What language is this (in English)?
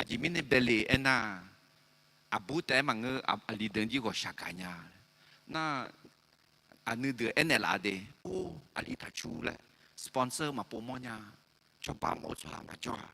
Akha